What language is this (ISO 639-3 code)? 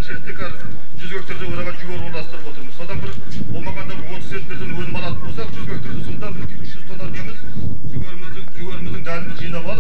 kaz